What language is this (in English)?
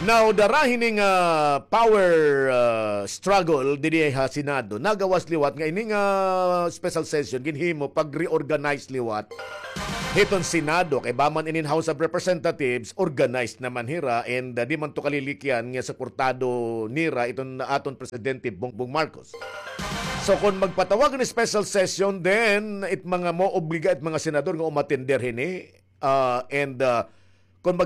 Waray